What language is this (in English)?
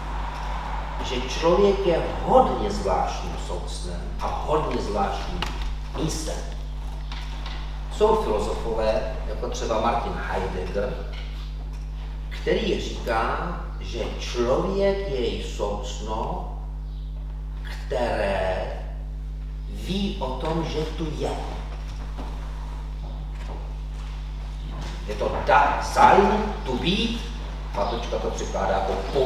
Czech